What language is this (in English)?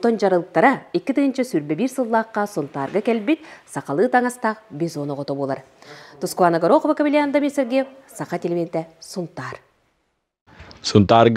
Yakut